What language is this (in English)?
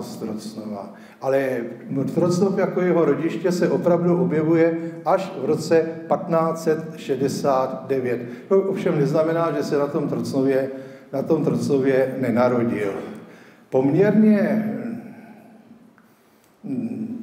Czech